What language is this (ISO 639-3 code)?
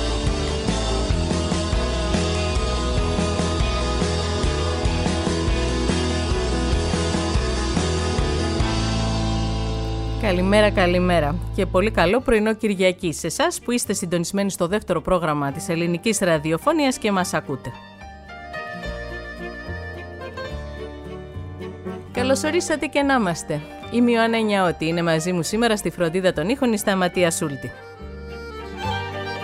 ell